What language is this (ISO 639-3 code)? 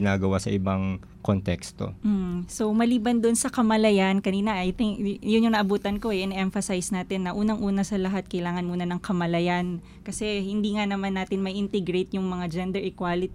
fil